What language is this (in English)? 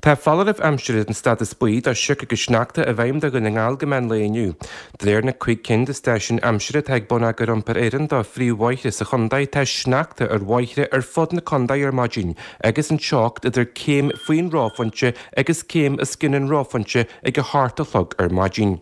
Irish